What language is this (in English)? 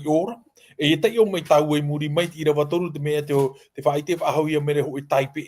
Tahitian